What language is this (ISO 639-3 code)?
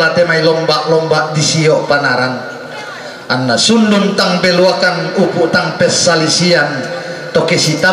sda